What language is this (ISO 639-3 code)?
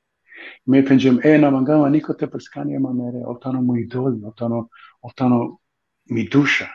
rmn